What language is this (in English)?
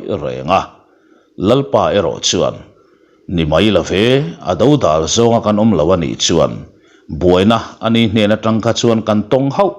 Mizo